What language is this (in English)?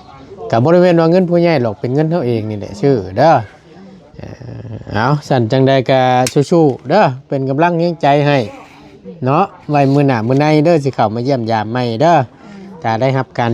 Northeastern Thai